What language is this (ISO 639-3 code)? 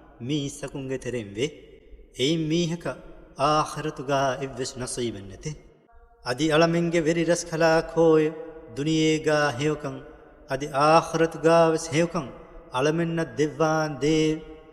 div